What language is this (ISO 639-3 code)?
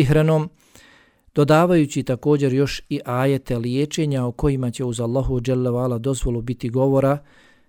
bos